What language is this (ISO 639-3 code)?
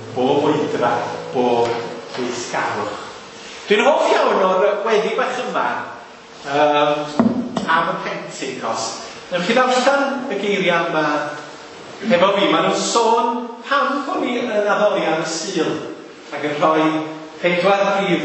cym